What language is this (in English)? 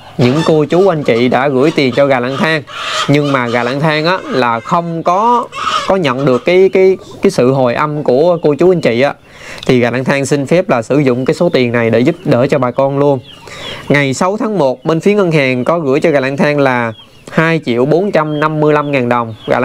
Vietnamese